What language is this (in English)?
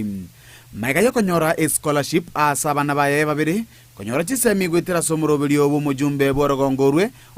Gusii